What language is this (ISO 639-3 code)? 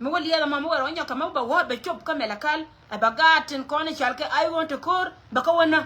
nus